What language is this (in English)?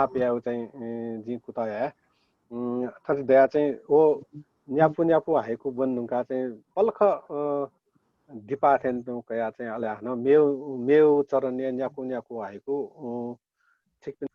Newari